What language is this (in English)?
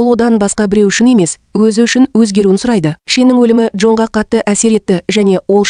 Kazakh